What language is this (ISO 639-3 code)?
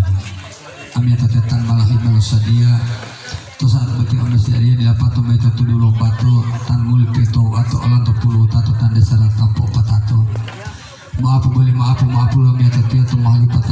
gor